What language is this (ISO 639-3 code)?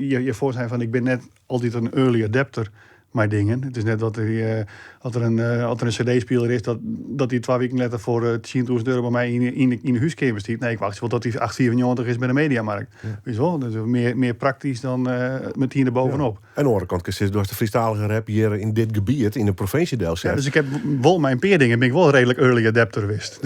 fry